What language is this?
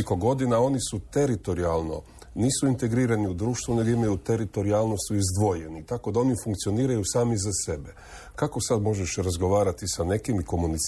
Croatian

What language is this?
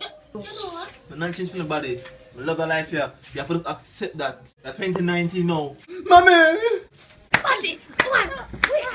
Jamaican Creole English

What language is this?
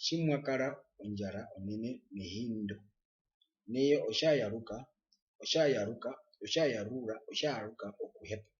Herero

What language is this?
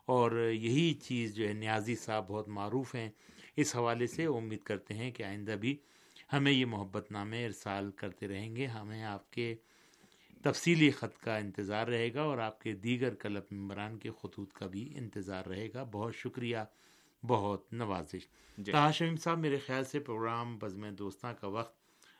Urdu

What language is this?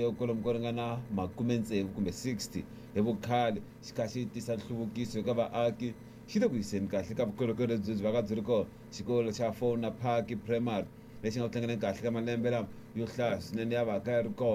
Tsonga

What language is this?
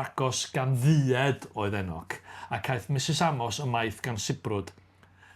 Welsh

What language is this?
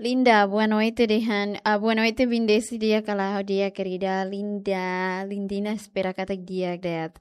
Tetum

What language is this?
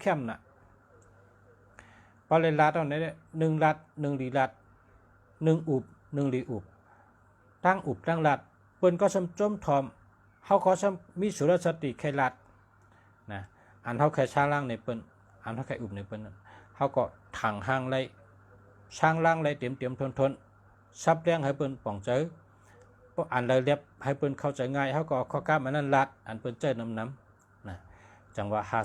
Shan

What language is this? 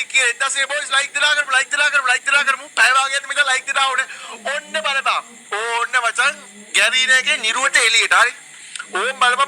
Sinhala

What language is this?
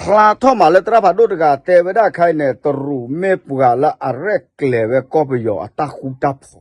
S'gaw Karen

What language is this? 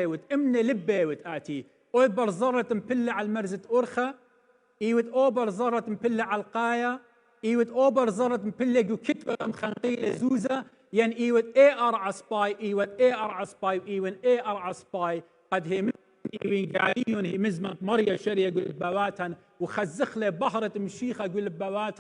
Assyrian Neo-Aramaic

